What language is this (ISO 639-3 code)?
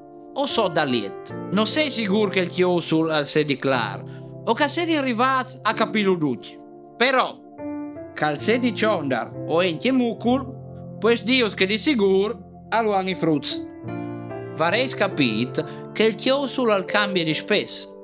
fur